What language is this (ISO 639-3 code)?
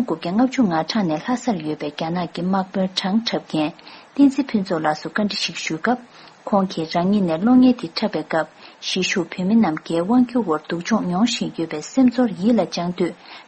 bod